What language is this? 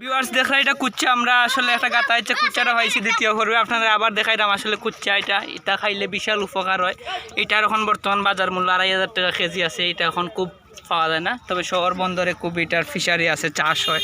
Sylheti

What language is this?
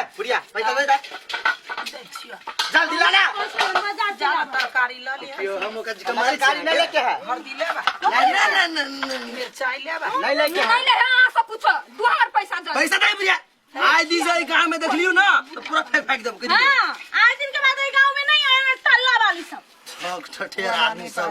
Maithili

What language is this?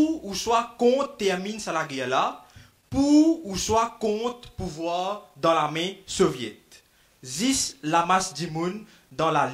Morisyen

